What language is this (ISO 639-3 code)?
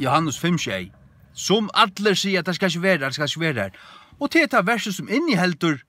fao